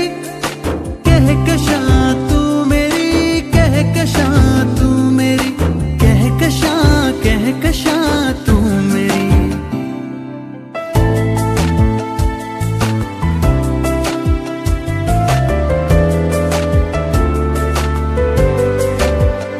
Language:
Hindi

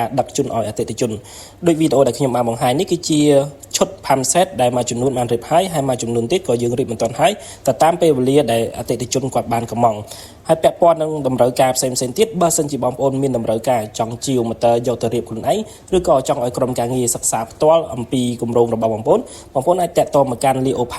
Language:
Khmer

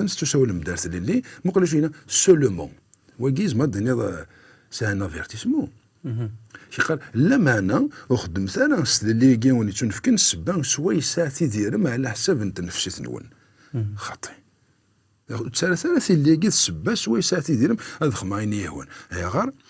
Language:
Kabyle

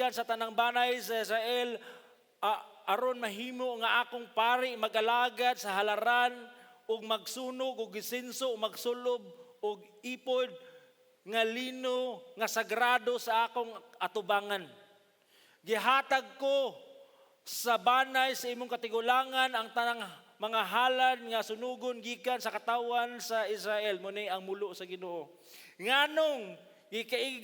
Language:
Cebuano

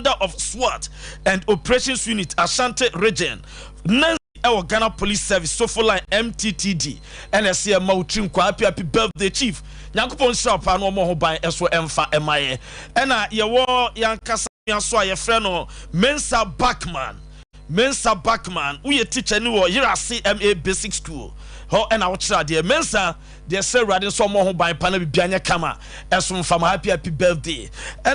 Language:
Akan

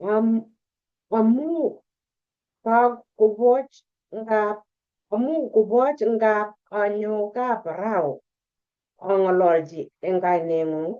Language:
Kalenjin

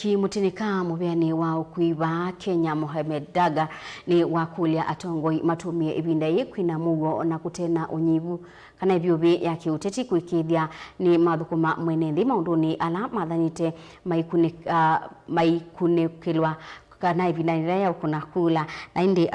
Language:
Kamba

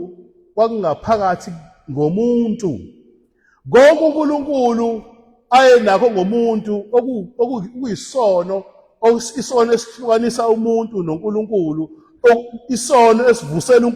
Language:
Zulu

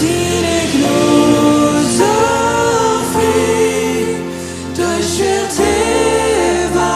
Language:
Plautdietsch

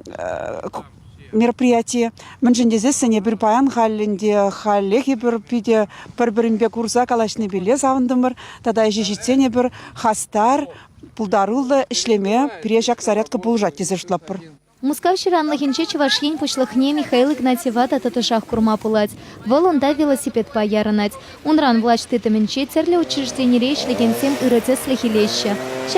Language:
Chuvash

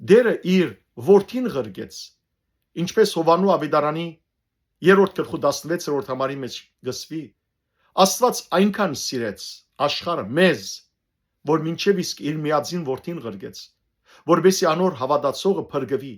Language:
Western Armenian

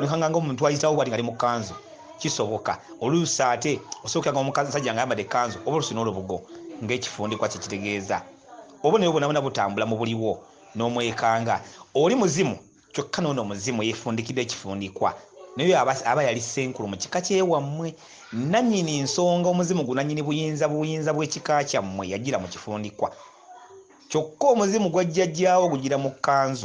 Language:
Ganda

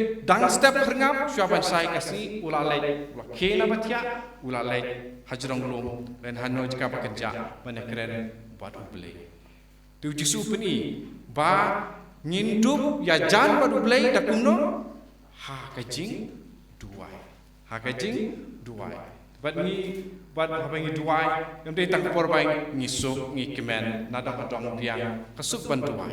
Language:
Khasi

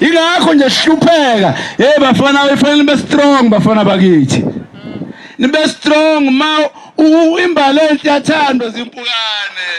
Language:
Zulu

